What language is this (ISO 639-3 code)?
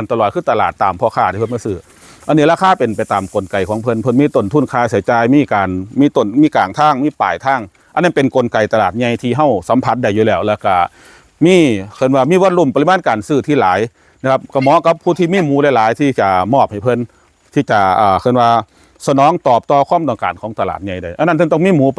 tts